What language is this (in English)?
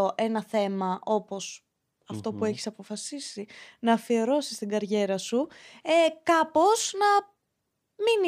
Greek